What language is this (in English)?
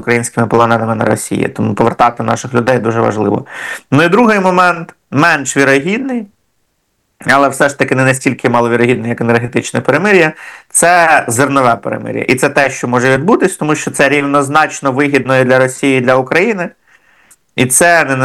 Ukrainian